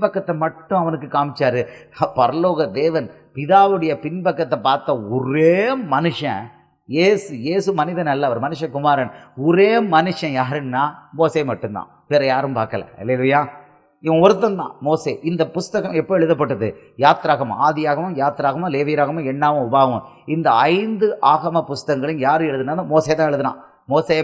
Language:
Tamil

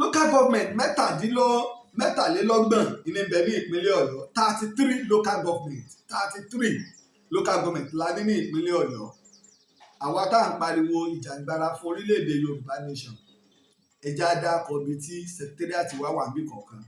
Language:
Yoruba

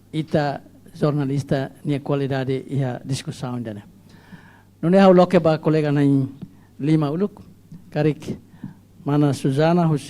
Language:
Tetum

